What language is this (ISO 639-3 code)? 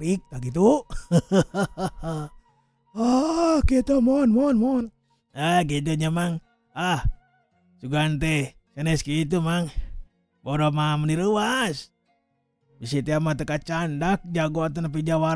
sun